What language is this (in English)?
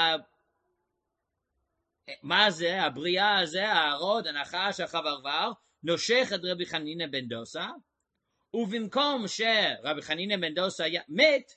Hebrew